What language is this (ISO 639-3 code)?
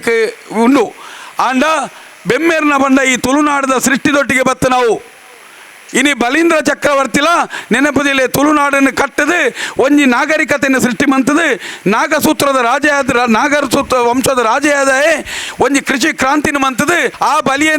tcy